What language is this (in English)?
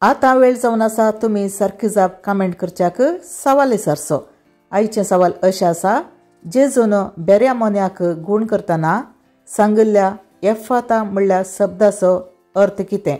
Konkani